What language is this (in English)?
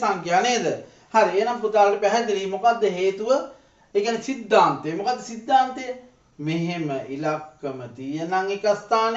Sinhala